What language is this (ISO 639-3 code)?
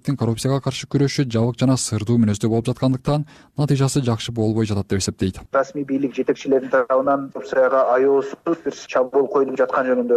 kir